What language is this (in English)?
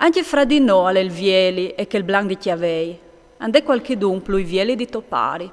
Friulian